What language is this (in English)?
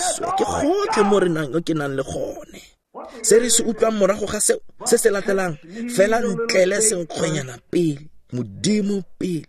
Tswana